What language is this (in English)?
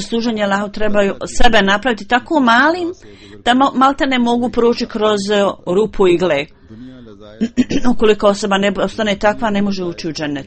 Bosnian